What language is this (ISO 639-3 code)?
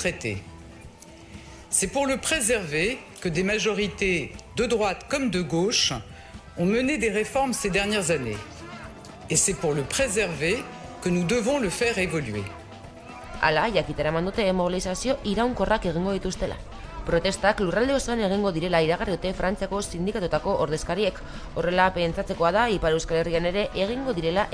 eus